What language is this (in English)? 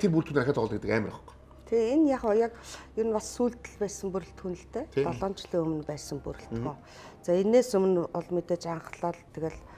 Mongolian